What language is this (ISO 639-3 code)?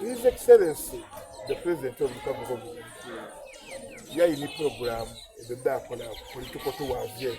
xog